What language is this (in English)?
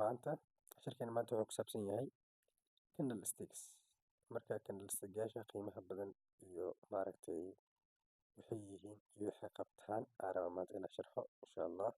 Somali